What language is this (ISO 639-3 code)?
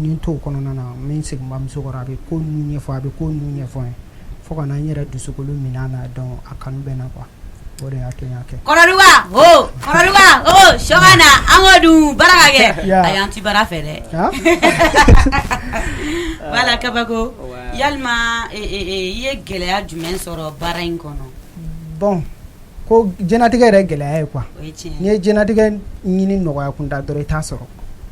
bam